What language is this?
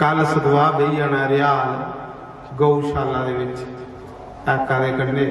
Dogri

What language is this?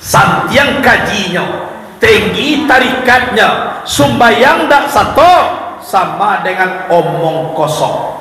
Minangkabau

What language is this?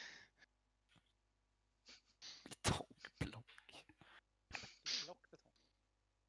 Swedish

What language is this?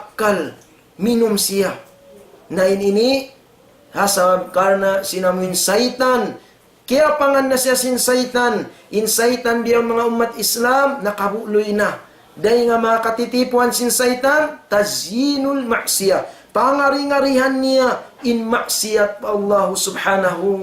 Tausug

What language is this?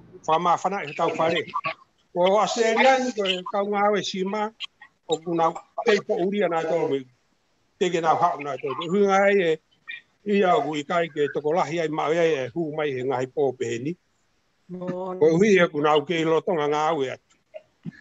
Tongan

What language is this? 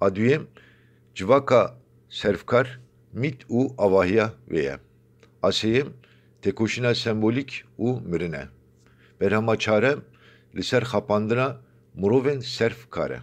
Kurdish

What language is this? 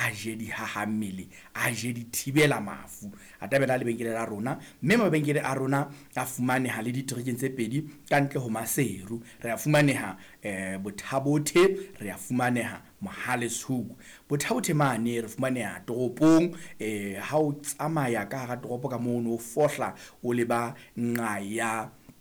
Southern Sotho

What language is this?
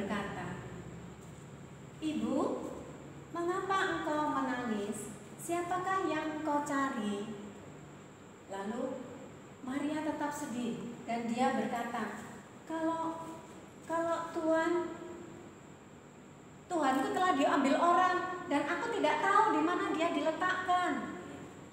Indonesian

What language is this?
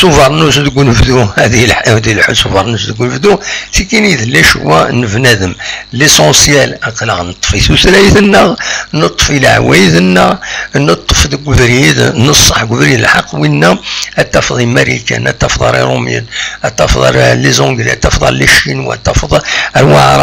Kabyle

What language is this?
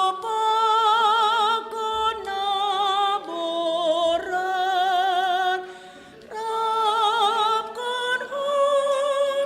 Batak Simalungun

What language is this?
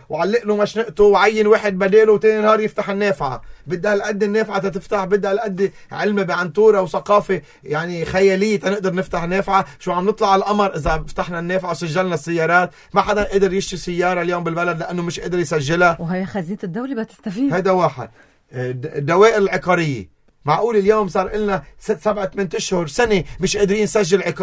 North Levantine Arabic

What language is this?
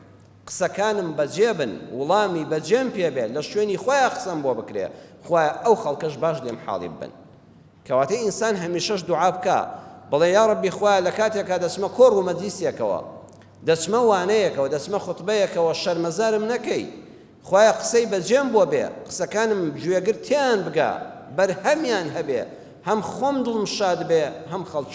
Central Kurdish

